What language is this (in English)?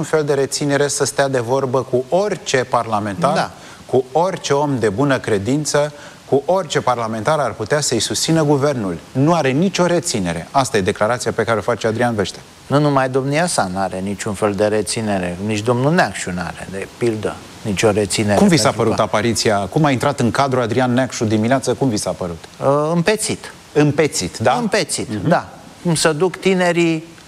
Romanian